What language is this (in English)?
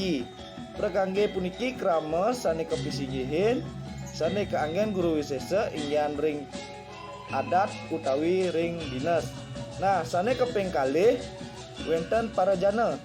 Balinese